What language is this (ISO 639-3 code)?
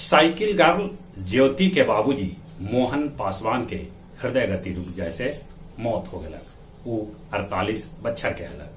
mag